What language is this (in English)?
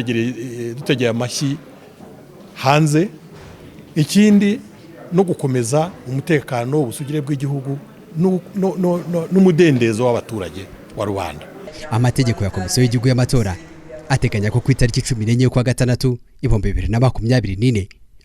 Kinyarwanda